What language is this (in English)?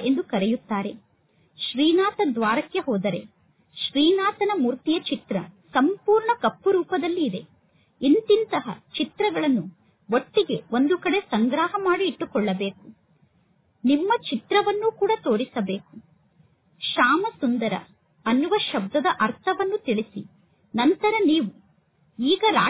Kannada